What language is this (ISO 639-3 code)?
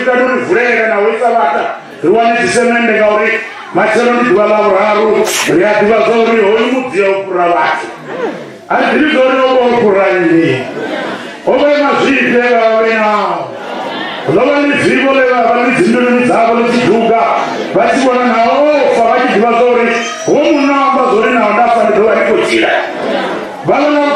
ven